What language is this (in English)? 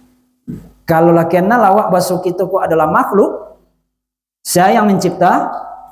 Minangkabau